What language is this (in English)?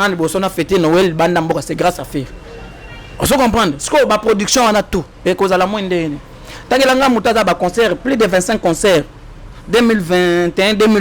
Lingala